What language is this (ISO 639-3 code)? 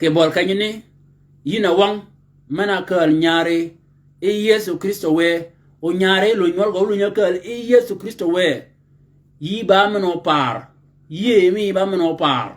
shk